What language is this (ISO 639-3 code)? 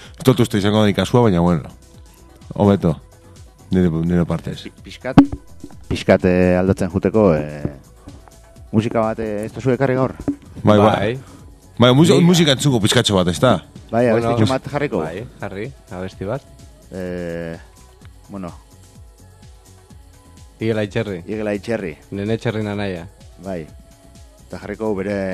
eus